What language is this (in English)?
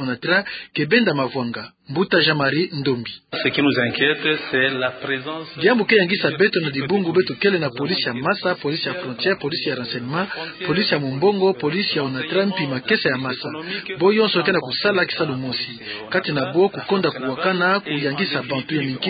Kituba (Democratic Republic of Congo)